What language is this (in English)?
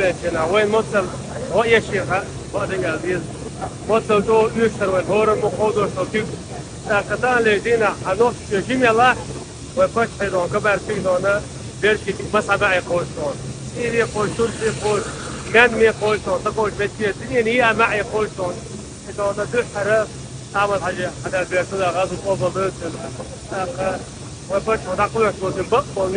Chechen